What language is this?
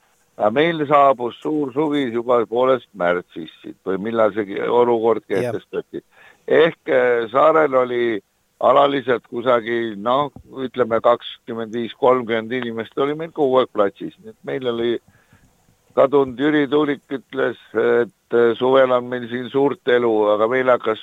Estonian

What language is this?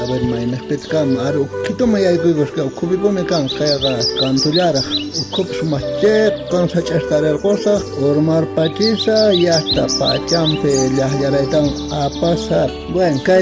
South Bolivian Quechua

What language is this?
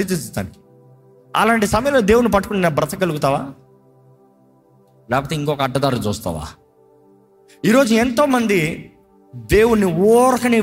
Telugu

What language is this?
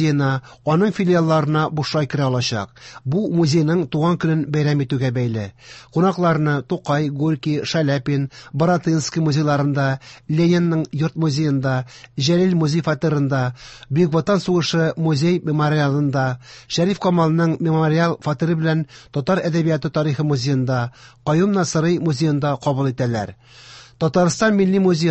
Tatar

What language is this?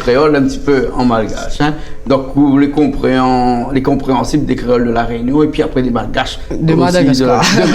Réunion Creole French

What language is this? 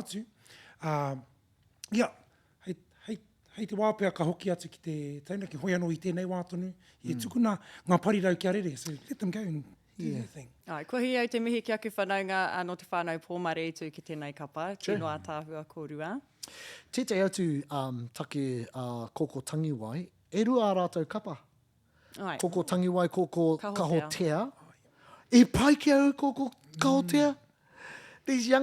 Māori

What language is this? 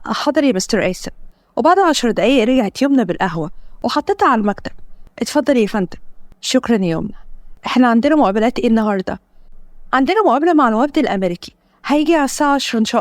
Egyptian Arabic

